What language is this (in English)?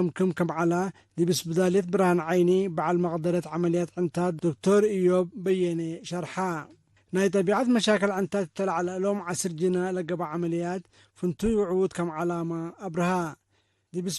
Tigre